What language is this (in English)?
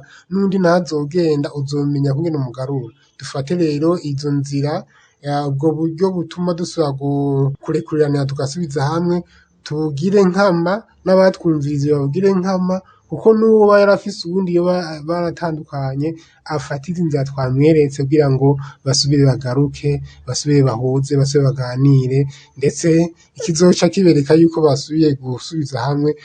Rundi